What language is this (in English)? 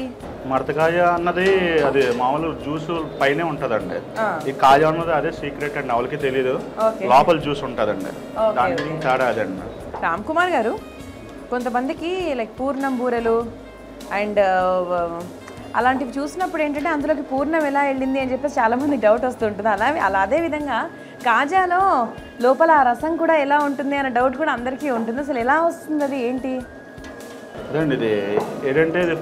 Telugu